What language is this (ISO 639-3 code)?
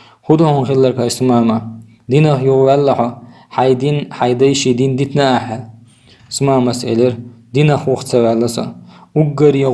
che